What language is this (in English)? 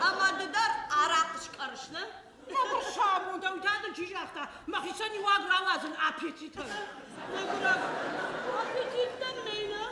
Ossetic